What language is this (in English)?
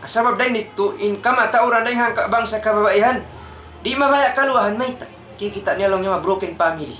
Tausug